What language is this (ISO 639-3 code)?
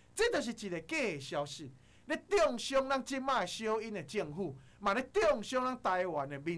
nan